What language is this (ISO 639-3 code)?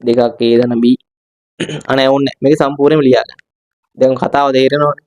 sin